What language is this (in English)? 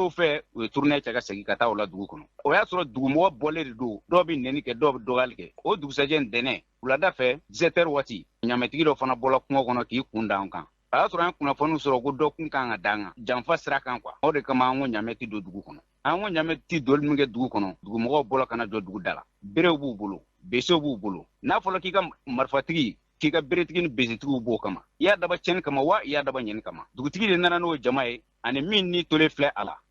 Bambara